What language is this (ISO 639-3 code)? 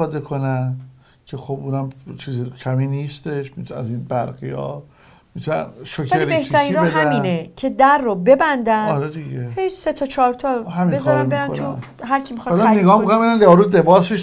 fas